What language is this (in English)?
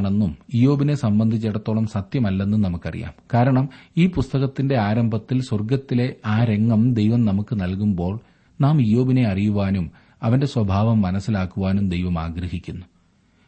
Malayalam